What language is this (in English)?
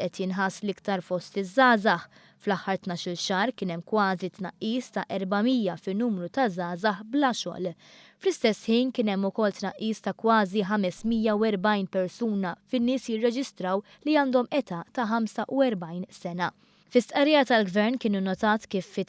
Maltese